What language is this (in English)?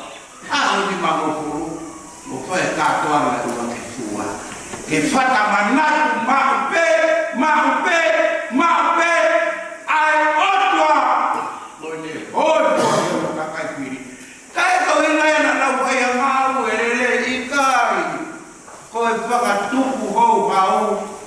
Tongan